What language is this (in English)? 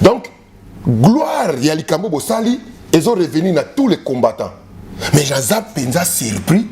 Lingala